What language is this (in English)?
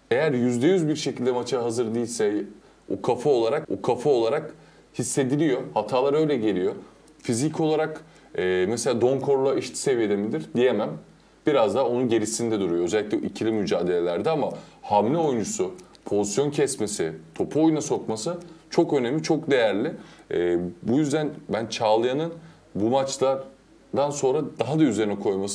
Turkish